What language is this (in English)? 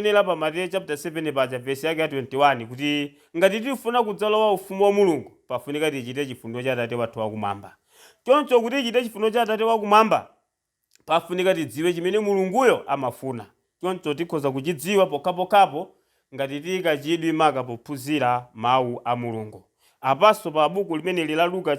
Nyanja